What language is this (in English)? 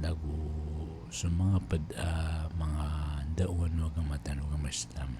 Maranao